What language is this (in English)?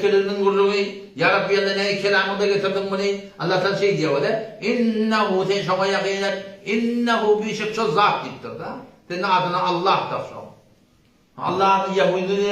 Turkmen